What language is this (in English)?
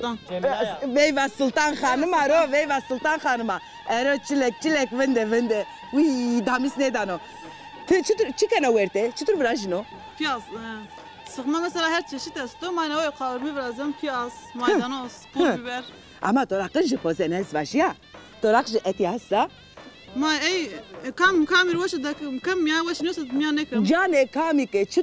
Zaza